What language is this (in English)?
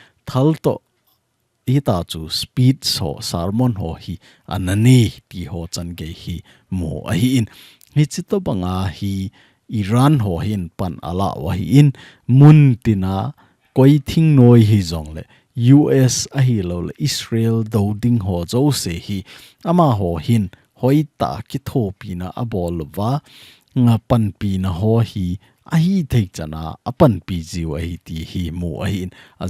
Thado Chin